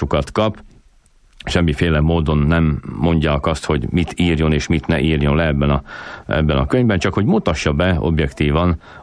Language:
Hungarian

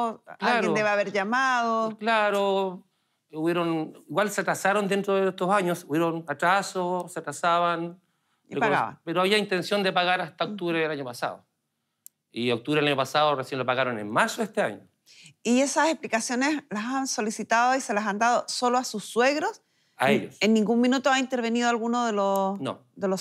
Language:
Spanish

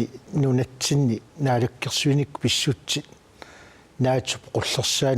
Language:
Kalaallisut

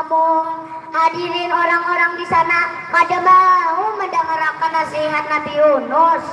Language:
Banjar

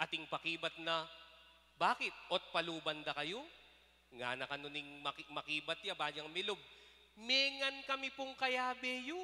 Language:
Pampanga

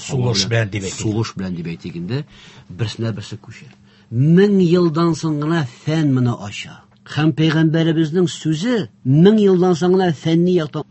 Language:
Tatar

